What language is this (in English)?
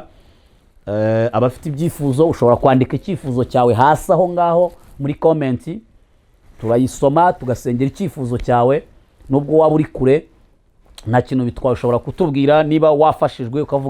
Kinyarwanda